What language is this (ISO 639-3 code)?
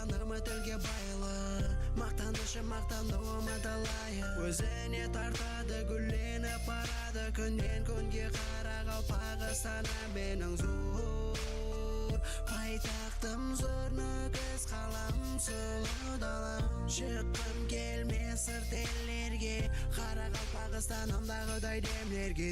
kaa